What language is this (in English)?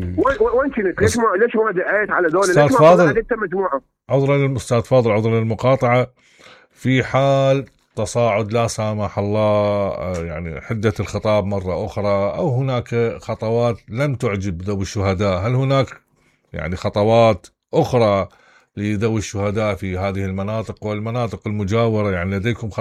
Mesopotamian Arabic